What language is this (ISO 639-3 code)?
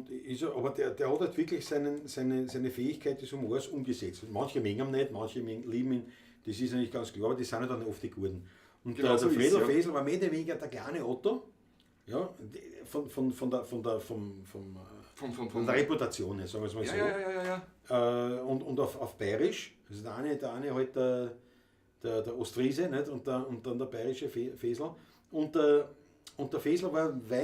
bar